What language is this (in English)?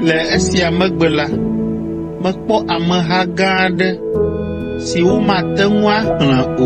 Ewe